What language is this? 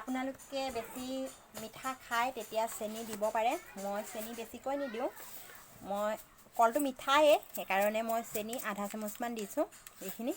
Assamese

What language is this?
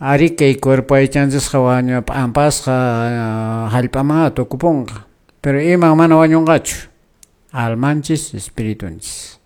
Quechua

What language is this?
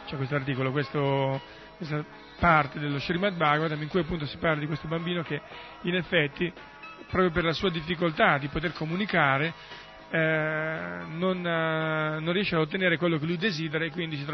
Italian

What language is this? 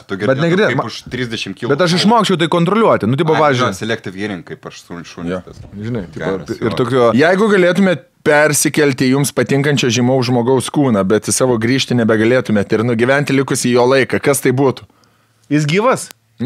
Lithuanian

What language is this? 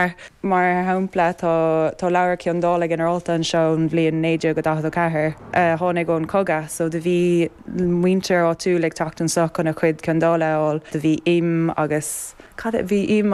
Irish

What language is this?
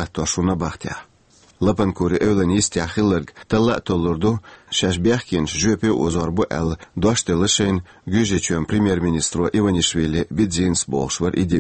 Chechen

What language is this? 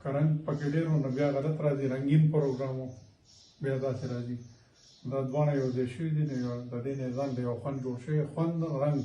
Pashto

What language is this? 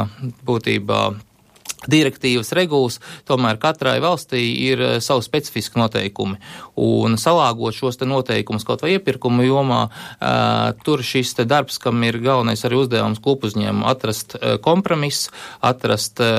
Latvian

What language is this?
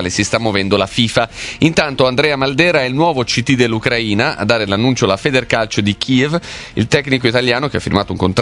Italian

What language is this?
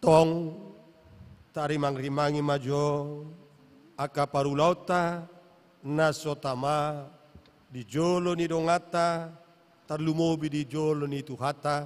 Batak Toba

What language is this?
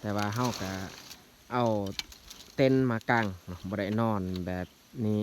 Lao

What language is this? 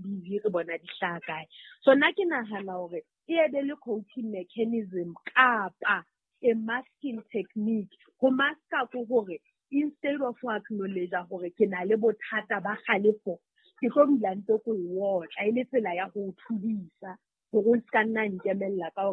Southern Sotho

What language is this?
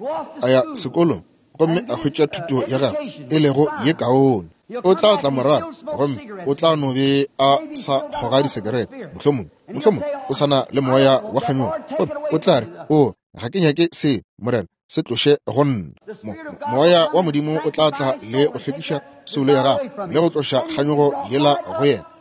Northern Sotho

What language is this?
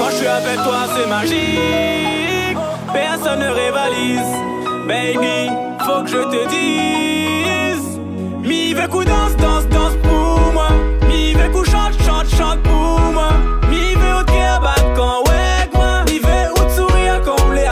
Réunion Creole French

